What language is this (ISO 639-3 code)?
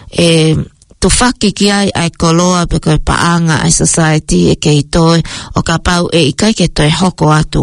ton